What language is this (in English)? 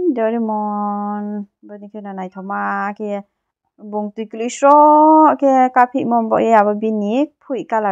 Riang (India)